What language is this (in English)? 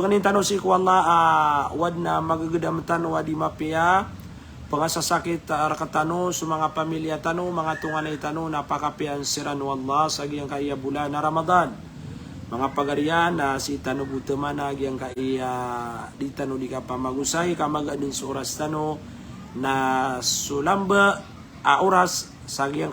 Maranao